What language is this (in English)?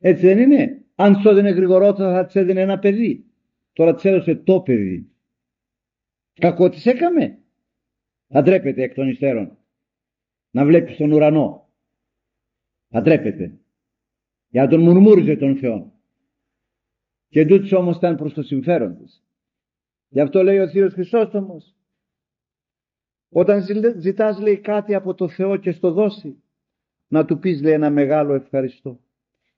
Greek